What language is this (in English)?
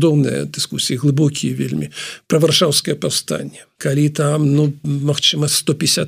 Belarusian